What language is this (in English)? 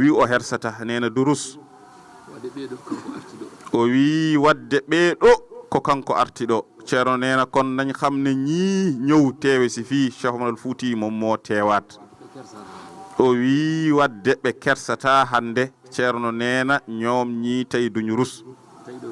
Fula